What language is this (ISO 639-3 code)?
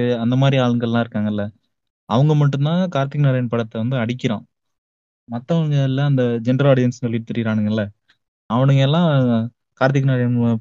tam